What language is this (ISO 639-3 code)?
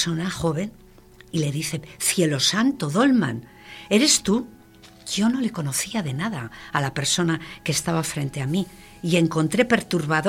spa